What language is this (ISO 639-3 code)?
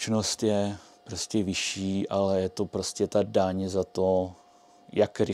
ces